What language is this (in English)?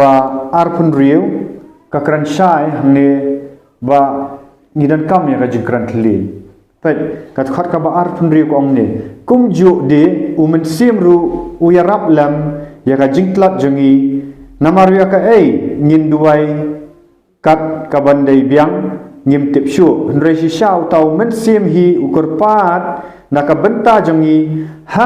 Khasi